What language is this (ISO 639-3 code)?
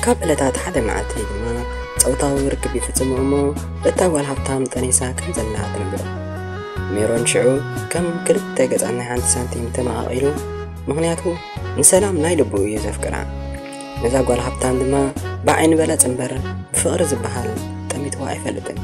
tir